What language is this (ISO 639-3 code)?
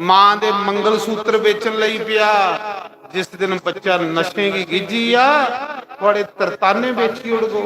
doi